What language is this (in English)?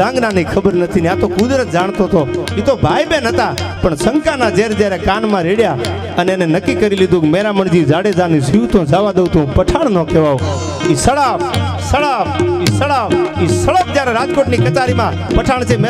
Gujarati